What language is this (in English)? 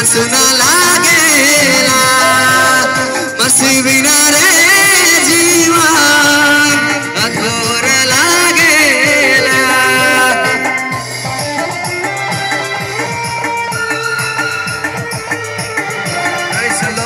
Bhojpuri